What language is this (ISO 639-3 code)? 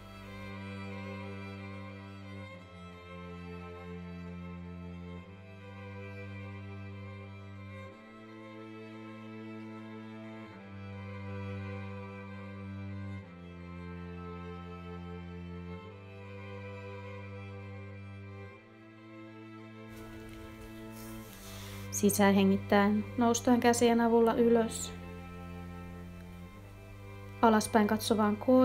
fin